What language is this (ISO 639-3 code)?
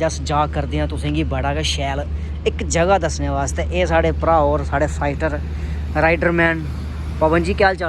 doi